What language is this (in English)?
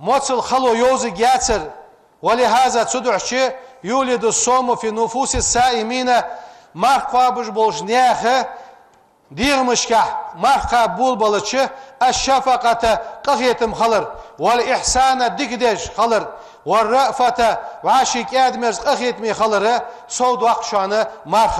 Ingush